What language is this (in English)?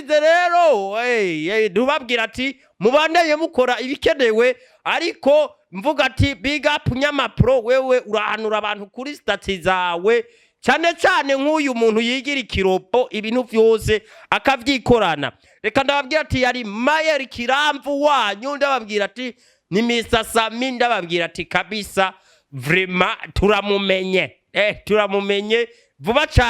Rundi